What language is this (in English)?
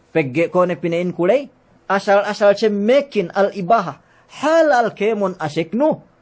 Yakan